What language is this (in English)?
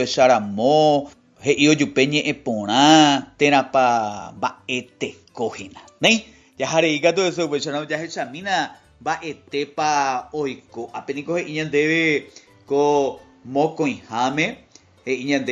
Guarani